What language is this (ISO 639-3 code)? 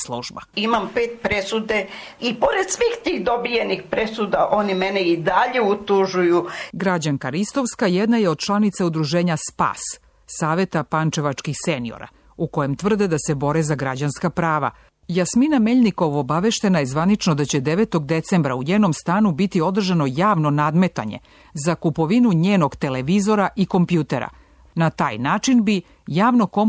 srp